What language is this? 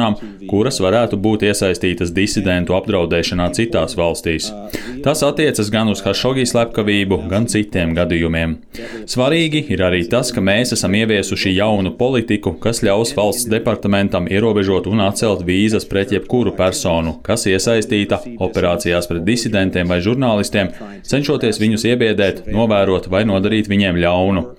Latvian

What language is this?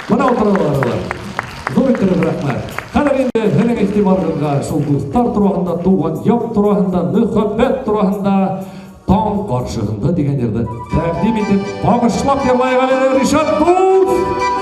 Bashkir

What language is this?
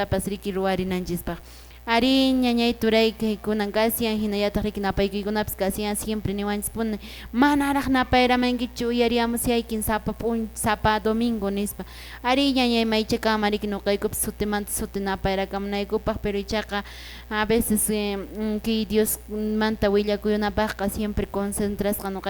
Quechua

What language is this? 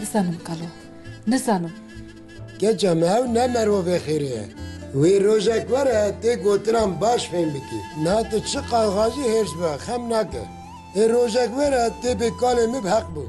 Kurdish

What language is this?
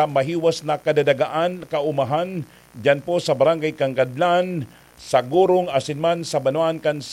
Bikol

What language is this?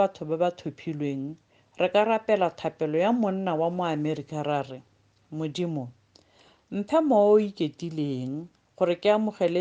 Tswana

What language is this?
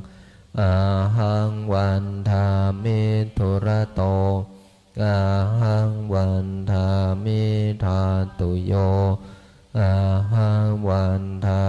Pali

